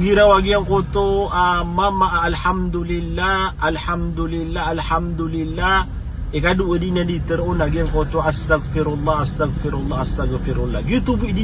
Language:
Maranao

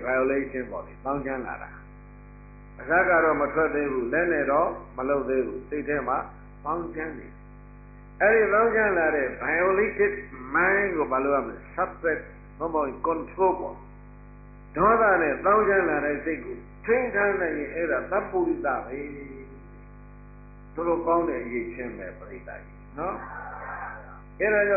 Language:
Burmese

